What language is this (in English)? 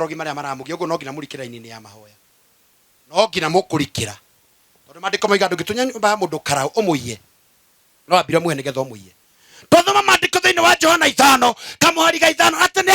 Kikuyu